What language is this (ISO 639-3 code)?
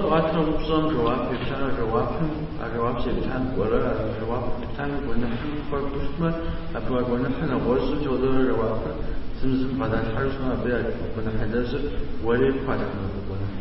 kbd